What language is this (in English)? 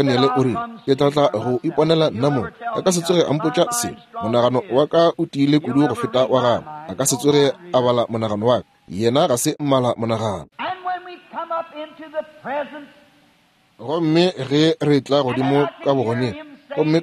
Northern Sotho